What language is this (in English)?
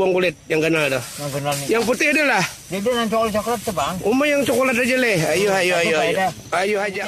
Banjar